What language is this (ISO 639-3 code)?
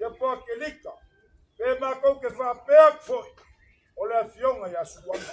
smo